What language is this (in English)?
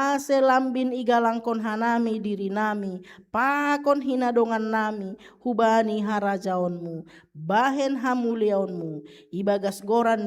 Batak Simalungun